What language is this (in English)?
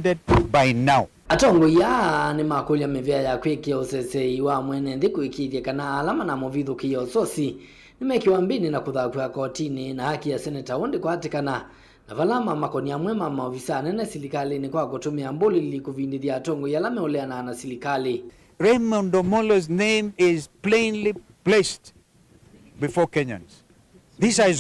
Kamba